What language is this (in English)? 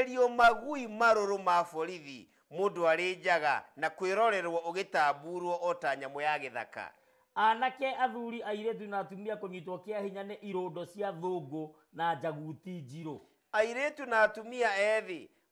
Kikuyu